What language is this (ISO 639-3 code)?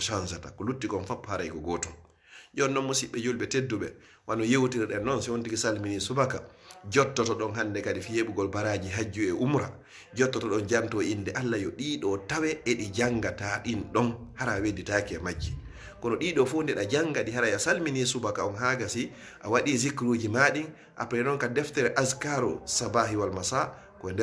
ful